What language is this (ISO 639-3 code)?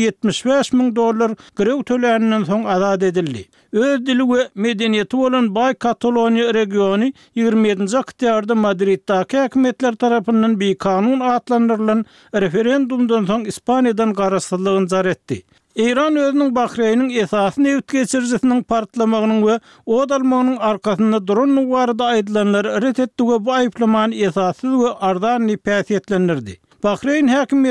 tuk